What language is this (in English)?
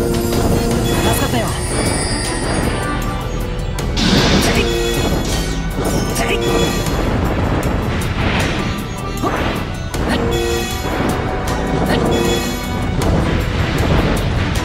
Japanese